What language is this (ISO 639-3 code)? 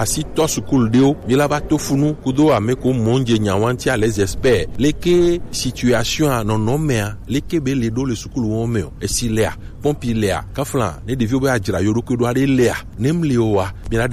gej